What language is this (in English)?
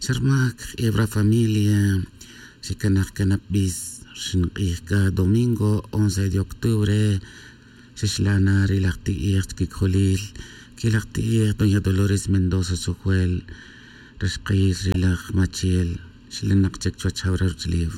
Tz'utujil